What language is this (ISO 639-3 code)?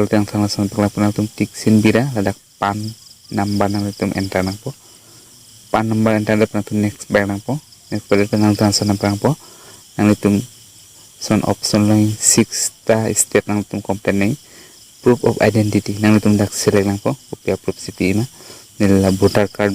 mjw